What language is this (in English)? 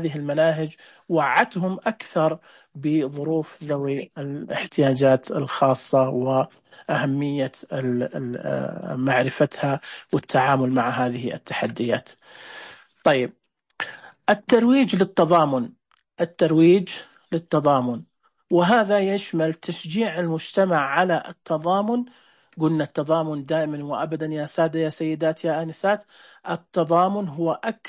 Najdi Arabic